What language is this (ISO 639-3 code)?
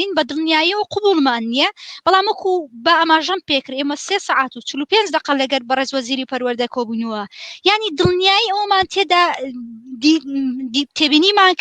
ckb